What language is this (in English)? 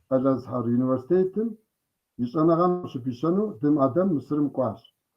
Kabardian